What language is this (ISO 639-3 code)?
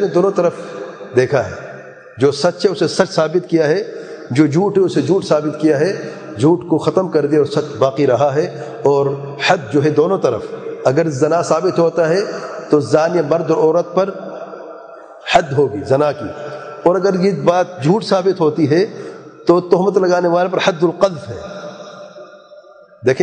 urd